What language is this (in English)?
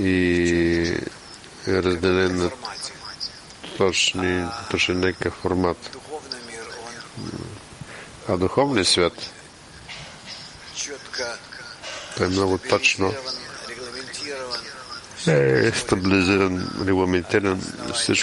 Bulgarian